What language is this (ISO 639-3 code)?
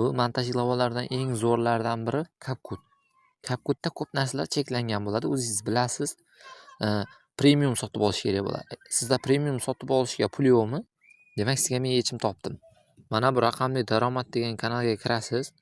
uzb